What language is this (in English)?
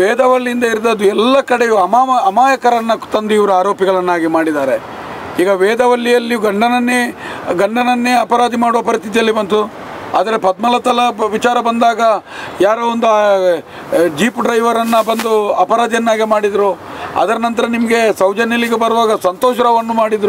Kannada